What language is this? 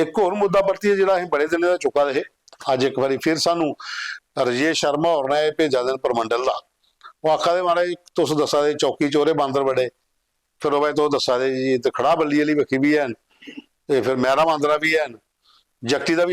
Dogri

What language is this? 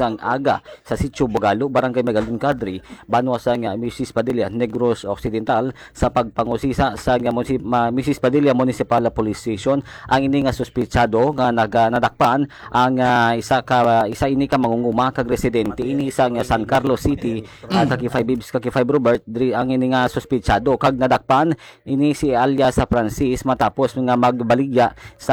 Hiligaynon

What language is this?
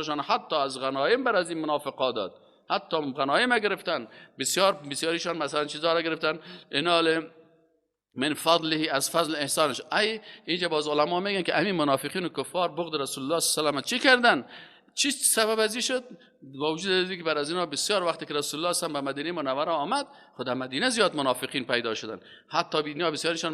Persian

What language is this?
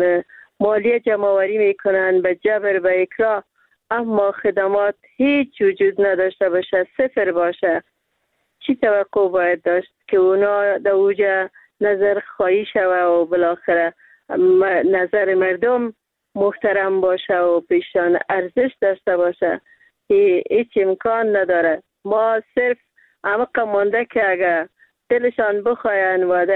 Persian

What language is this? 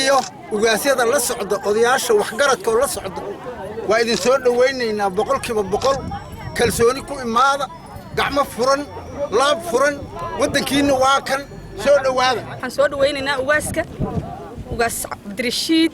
Somali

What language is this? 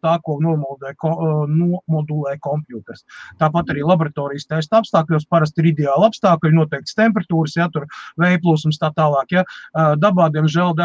Latvian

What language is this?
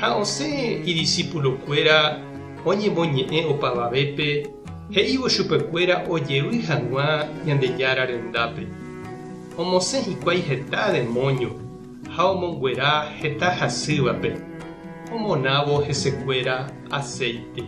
Guarani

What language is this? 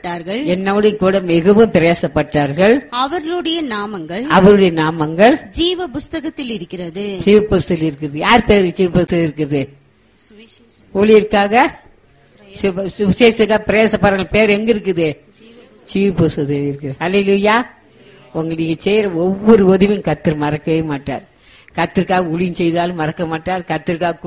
Tamil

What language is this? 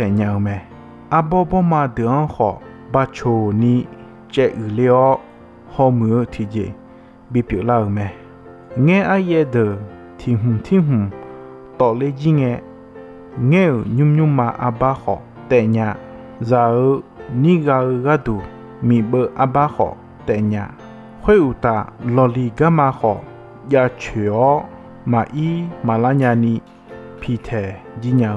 Akha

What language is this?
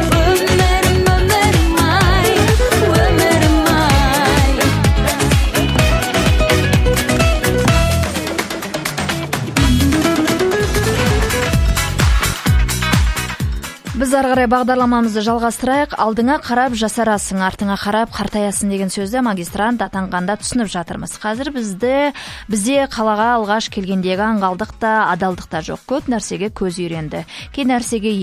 Kazakh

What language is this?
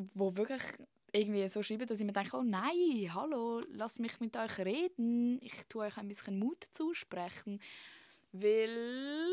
Swiss German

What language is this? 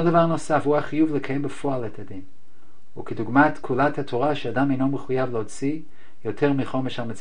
Hebrew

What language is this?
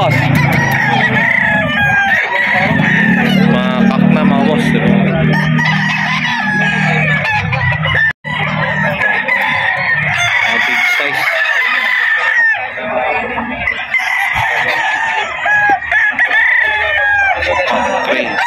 Filipino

